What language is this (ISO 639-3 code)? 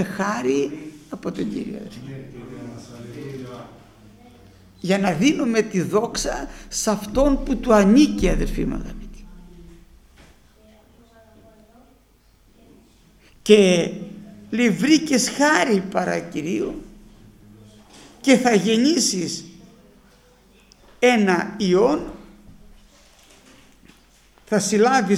ell